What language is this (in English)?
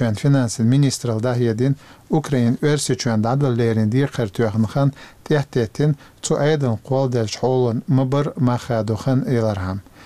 Chechen